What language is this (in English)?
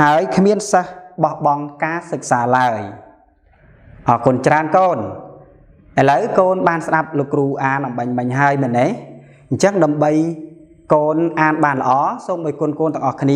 Khmer